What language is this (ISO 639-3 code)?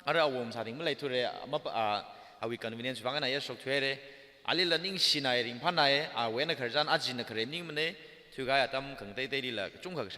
nmf